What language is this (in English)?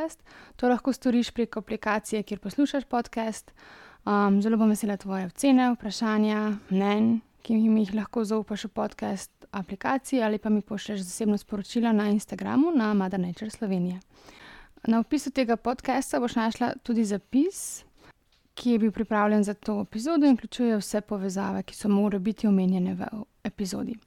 Slovenian